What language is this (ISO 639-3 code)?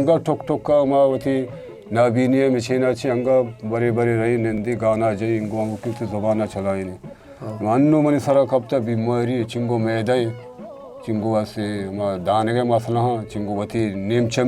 bgp